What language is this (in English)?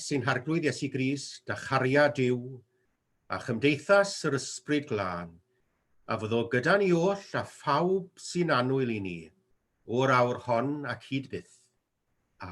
Welsh